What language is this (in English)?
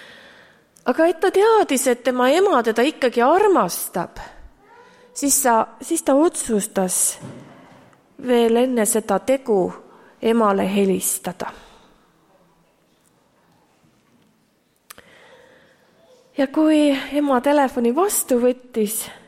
Estonian